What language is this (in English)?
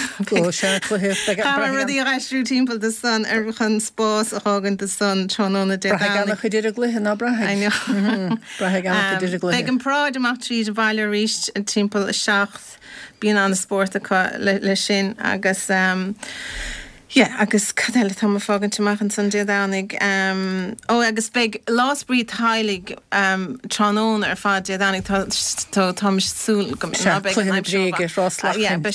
Irish